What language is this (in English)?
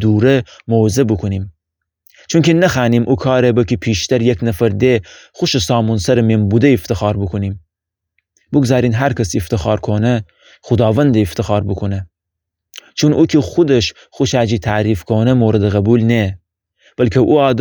Gilaki